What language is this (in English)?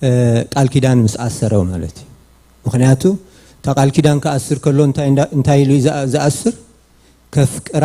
Tigrinya